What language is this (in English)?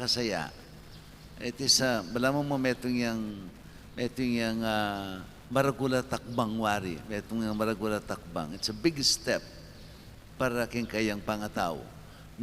Pampanga